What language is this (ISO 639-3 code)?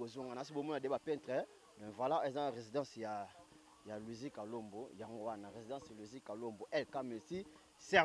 lin